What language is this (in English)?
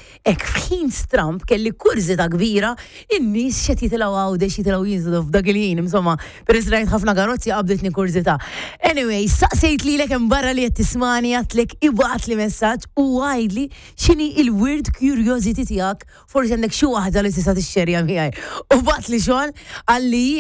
Maltese